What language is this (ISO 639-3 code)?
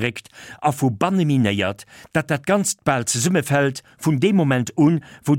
ltz